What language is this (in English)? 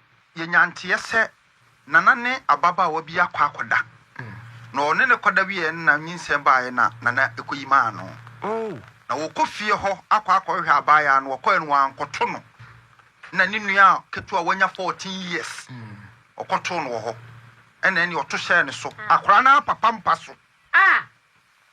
Akan